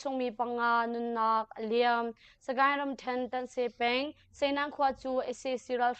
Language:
Hakha Chin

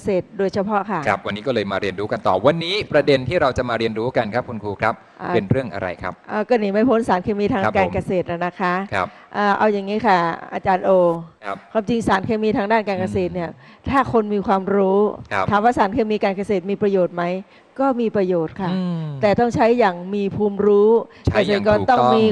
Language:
Thai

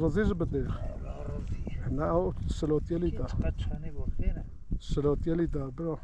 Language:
Kurdish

